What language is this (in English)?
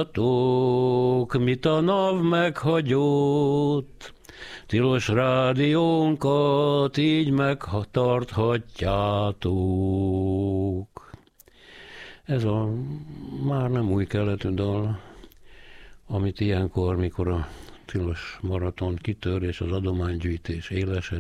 Hungarian